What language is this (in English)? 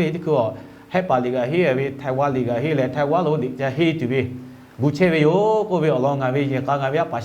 Lahu